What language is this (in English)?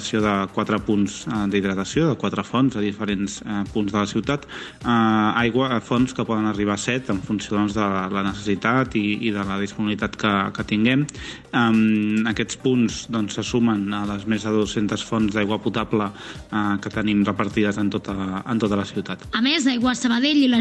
Catalan